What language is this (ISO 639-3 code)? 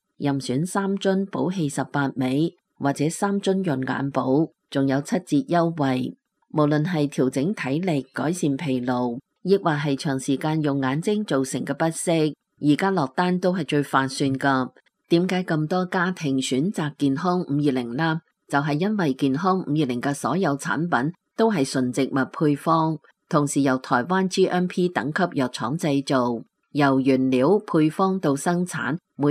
yue